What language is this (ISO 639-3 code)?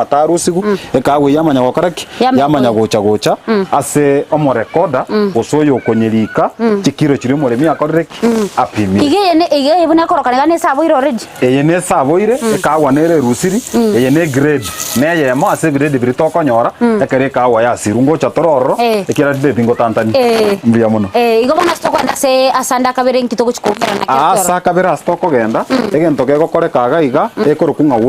guz